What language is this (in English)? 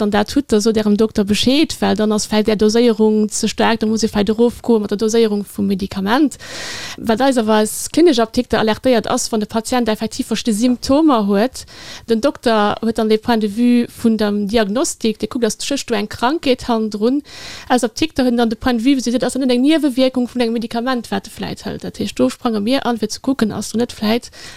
Luxembourgish